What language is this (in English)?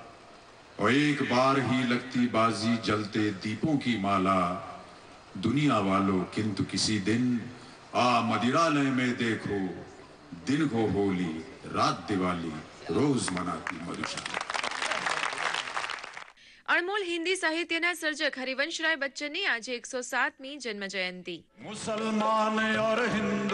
Gujarati